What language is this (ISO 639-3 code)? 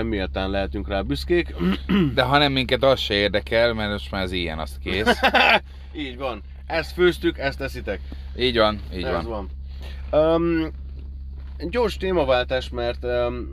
hun